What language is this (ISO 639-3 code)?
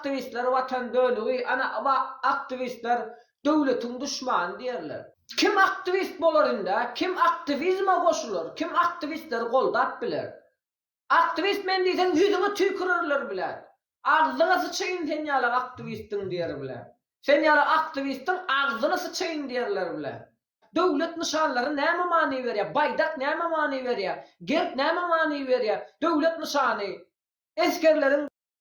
tuk